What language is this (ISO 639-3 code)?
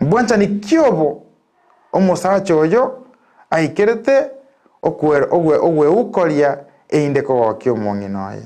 guz